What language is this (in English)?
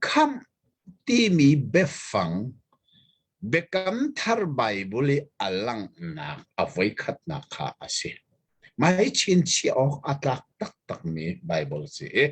Hakha Chin